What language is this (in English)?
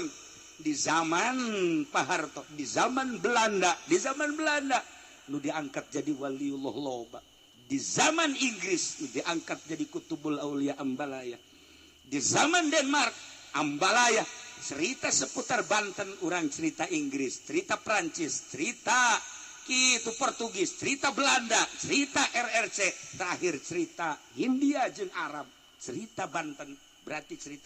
Sundanese